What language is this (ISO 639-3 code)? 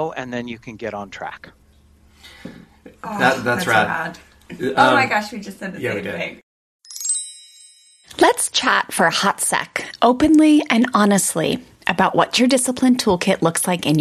eng